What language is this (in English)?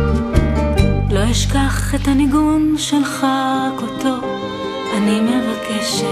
Hebrew